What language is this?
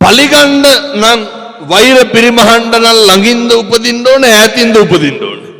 Sinhala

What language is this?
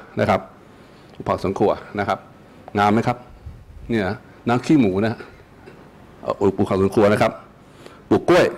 Thai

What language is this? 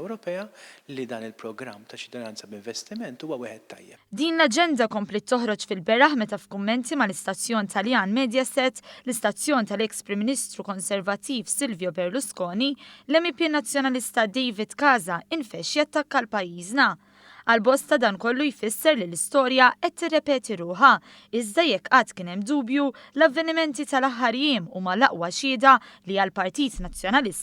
Maltese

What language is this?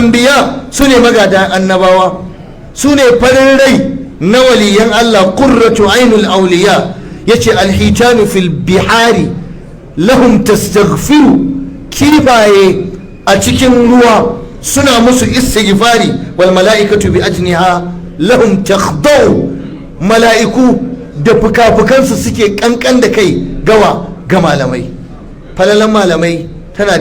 Hausa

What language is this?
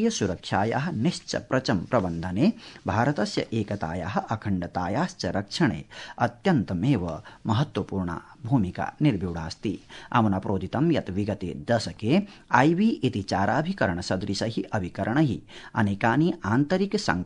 Sanskrit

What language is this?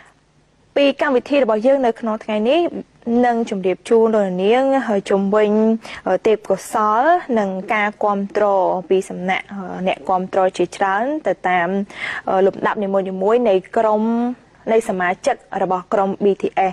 Khmer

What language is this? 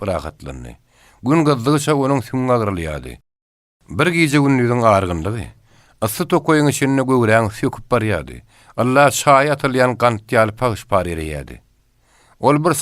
Turkmen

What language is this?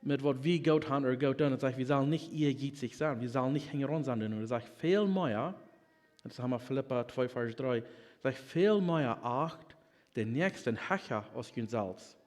Plautdietsch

